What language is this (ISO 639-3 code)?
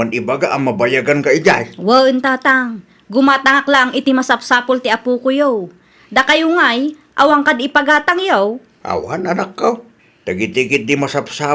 ilo